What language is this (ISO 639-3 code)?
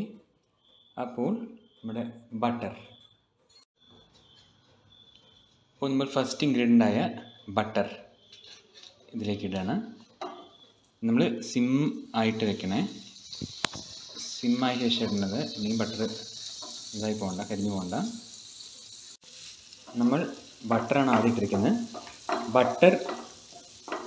mal